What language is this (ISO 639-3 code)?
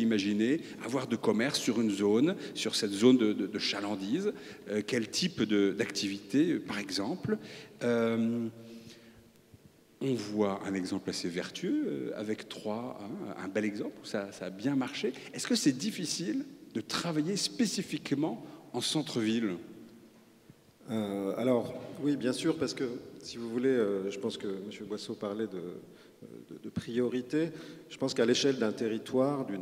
fra